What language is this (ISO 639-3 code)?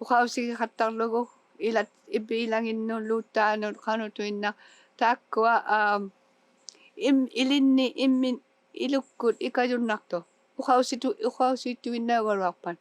iku